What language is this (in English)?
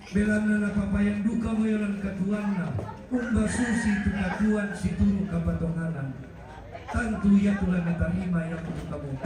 Toraja-Sa'dan